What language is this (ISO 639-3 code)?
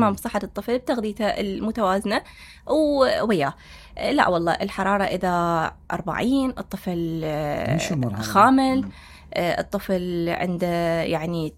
acm